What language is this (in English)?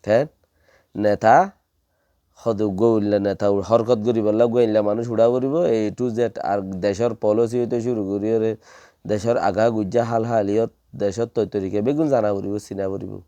Rohingya